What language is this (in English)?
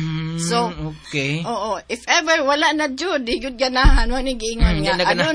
Cebuano